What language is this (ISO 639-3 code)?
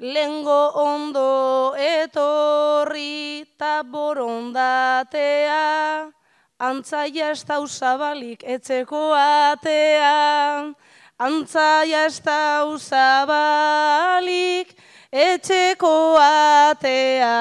eus